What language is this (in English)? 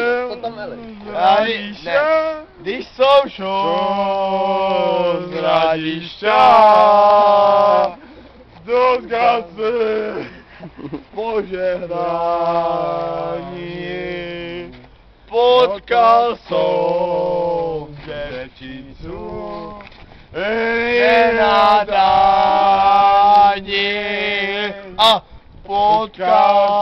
Czech